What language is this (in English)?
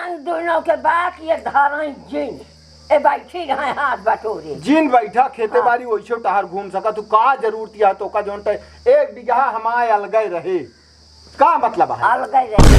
Awadhi